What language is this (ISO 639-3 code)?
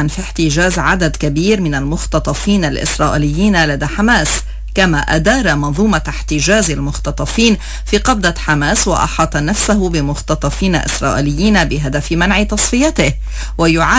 ara